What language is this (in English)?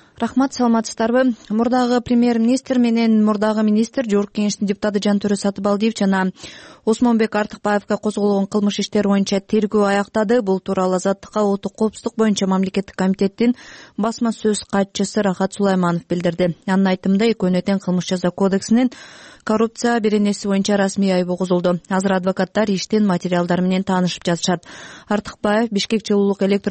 Kyrgyz